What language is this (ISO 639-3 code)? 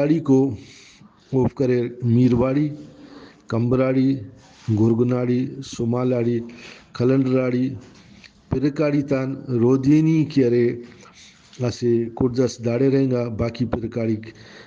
brh